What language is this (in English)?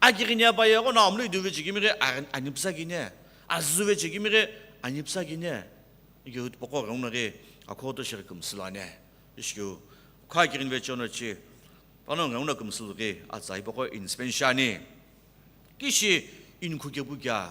Sumi Naga